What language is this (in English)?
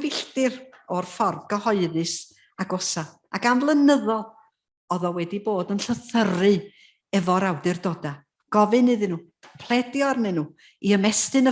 Welsh